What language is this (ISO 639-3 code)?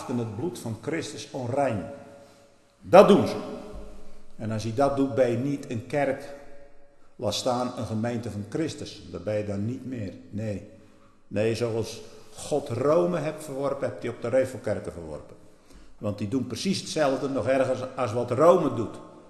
nld